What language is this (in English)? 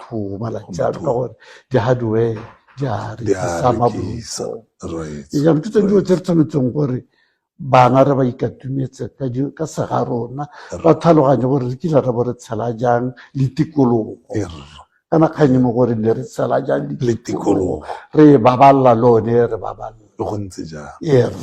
Tswana